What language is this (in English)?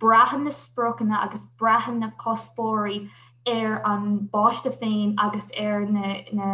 Irish